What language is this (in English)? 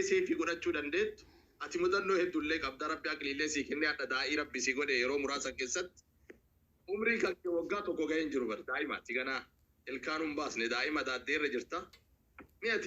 Oromo